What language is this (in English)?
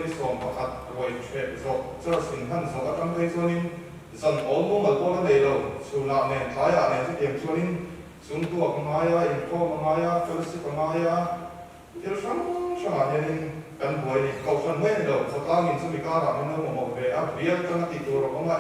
Mizo